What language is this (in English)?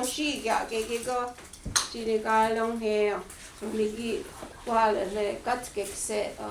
Mohawk